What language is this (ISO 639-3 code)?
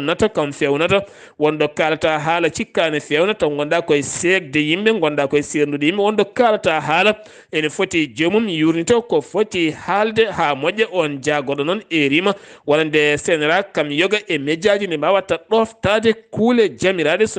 ful